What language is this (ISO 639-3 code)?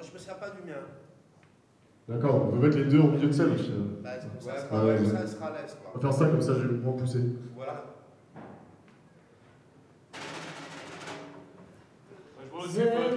fra